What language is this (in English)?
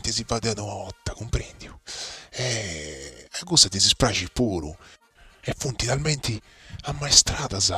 Sardinian